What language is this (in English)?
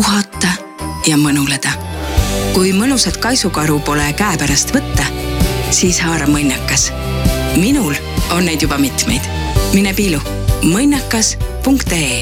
Estonian